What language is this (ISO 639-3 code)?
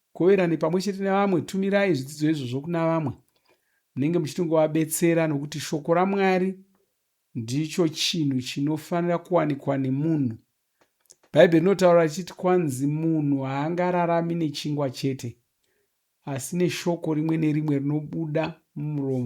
sna